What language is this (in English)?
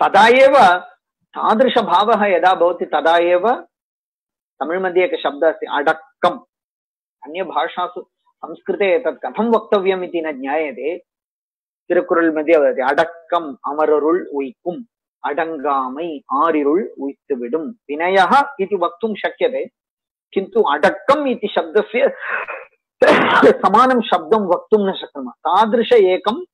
Sanskrit